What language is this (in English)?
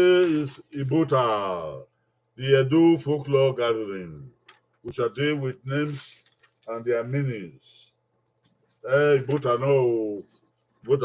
Bini